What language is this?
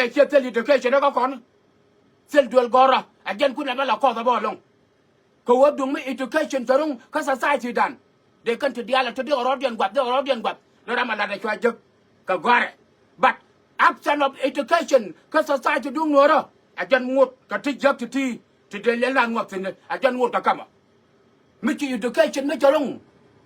Nuer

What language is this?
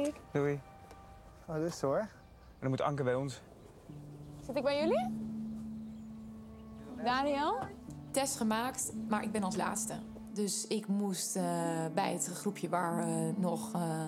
Dutch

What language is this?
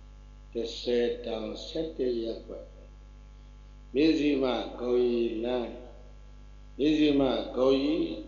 Burmese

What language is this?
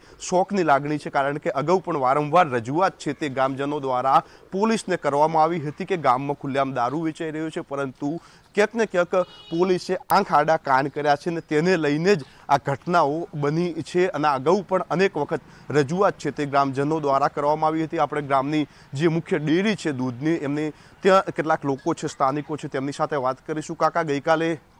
Gujarati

